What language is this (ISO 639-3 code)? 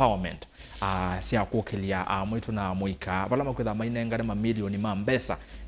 kam